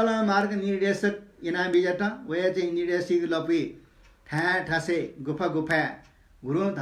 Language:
Newari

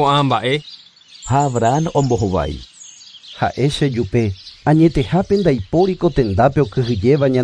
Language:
Guarani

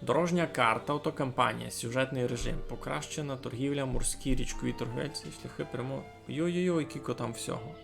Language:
Rusyn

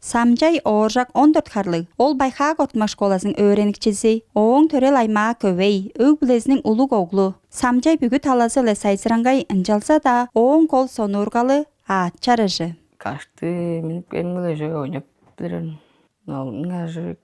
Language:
Tuvinian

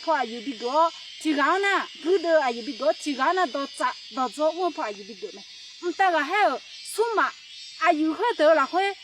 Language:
Akha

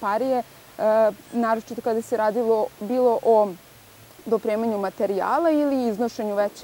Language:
Serbian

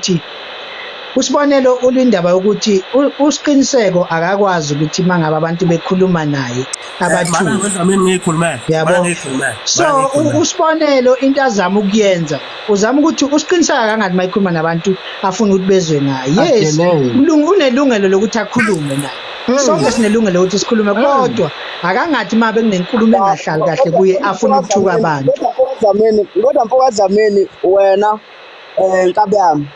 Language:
Zulu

